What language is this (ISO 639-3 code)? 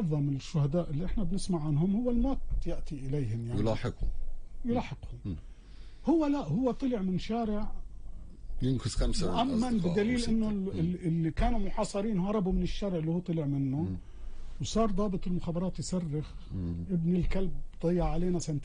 apc